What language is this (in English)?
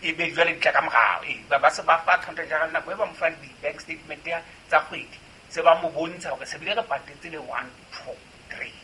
Southern Sotho